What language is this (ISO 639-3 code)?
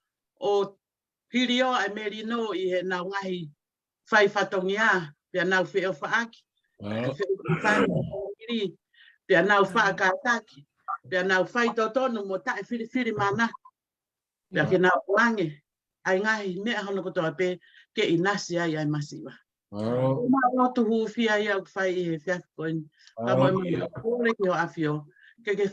ton